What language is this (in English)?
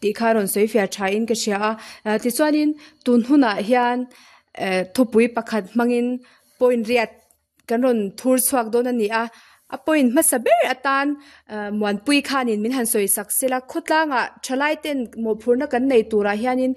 Mizo